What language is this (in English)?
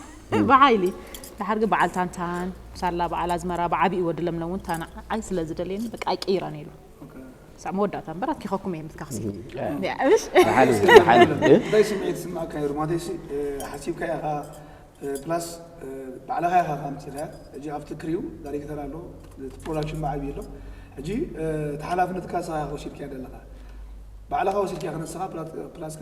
Tigrinya